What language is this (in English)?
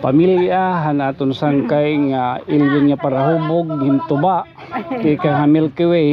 Waray